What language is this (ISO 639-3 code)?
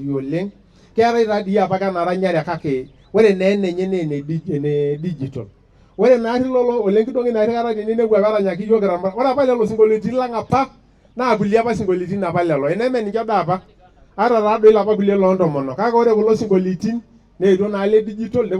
mas